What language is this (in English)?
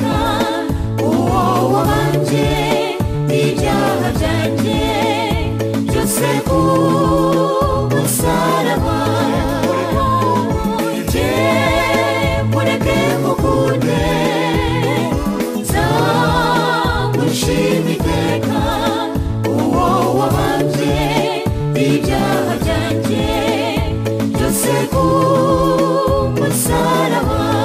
Kinyarwanda